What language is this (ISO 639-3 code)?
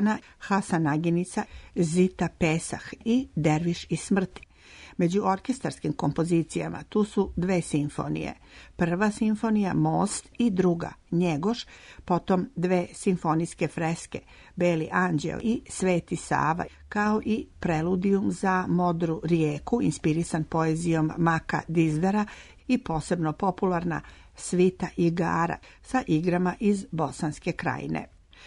srp